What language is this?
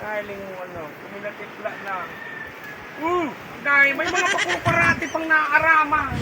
Bikol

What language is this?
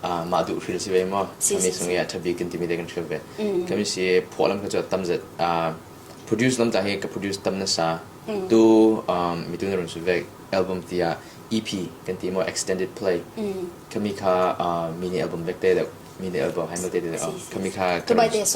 Falam Chin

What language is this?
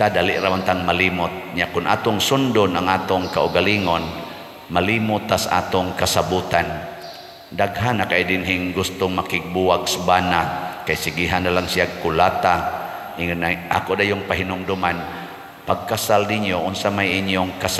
Cebuano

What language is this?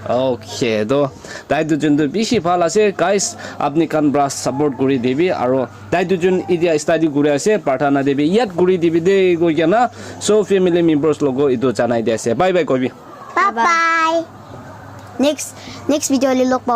Naga Pidgin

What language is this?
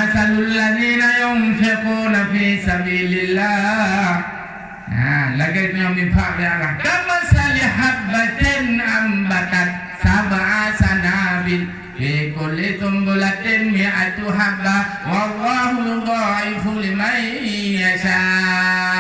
Achinese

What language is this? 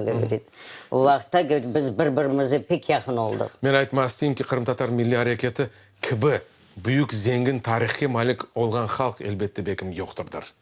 Crimean Tatar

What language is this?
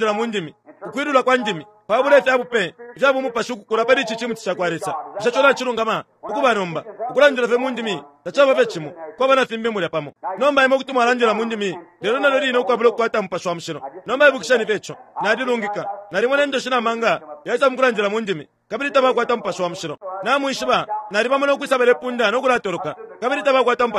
Bemba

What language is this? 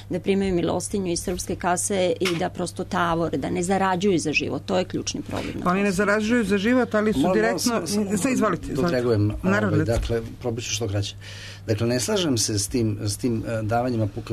Serbian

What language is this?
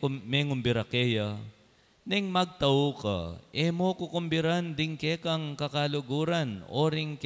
Pampanga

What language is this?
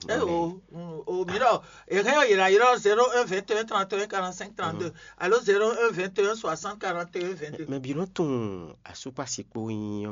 Fon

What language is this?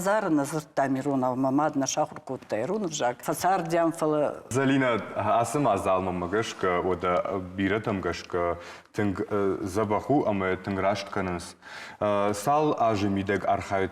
Ossetic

